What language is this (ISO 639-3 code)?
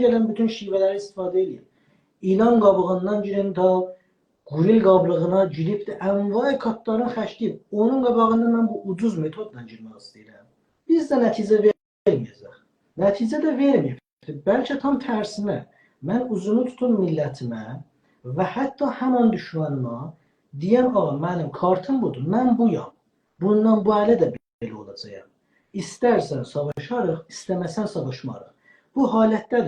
azb